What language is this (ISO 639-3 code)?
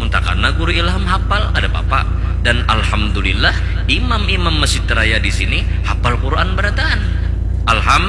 bjn